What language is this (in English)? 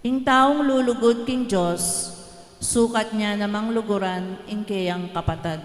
Pampanga